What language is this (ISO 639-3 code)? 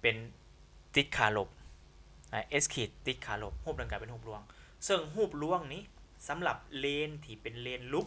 lao